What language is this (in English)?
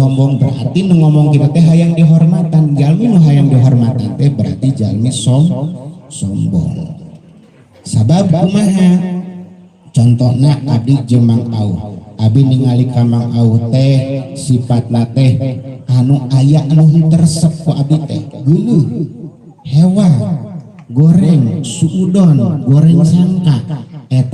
Sundanese